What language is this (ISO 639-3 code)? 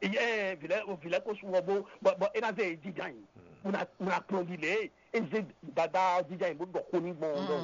fon